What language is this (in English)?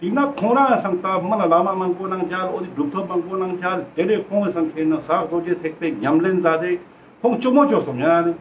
Ladakhi